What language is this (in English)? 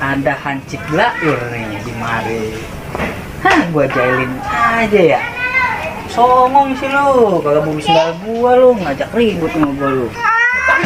Betawi